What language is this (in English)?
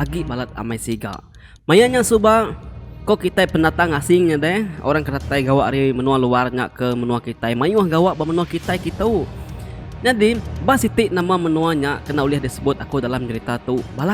Iban